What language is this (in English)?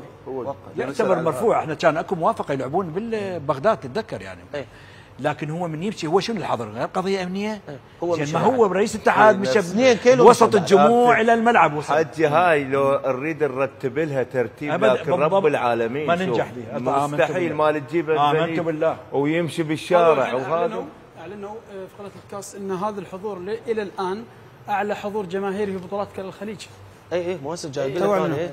Mesopotamian Arabic